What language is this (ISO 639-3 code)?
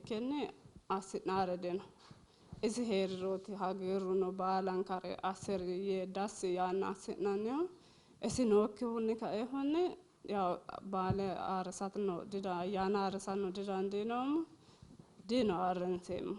sid